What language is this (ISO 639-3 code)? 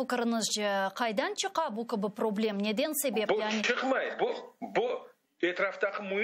crh